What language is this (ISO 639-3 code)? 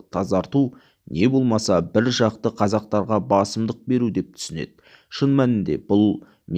kaz